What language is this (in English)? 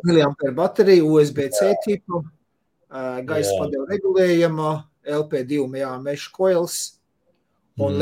Latvian